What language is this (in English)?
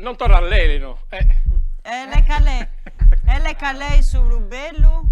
Sardinian